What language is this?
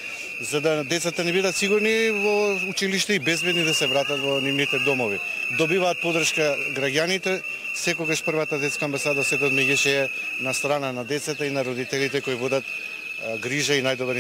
Macedonian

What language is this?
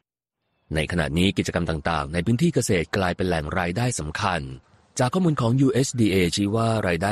Thai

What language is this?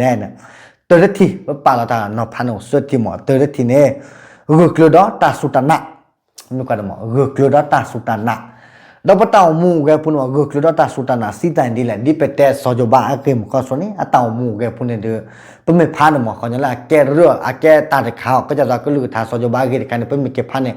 S'gaw Karen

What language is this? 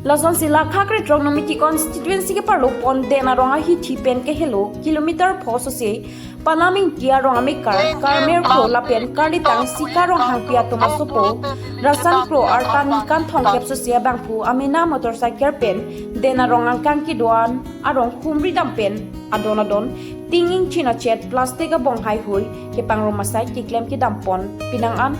Karbi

